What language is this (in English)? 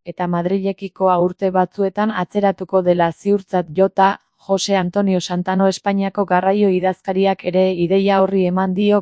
Basque